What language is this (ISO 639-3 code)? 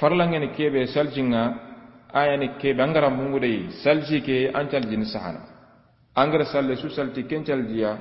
snk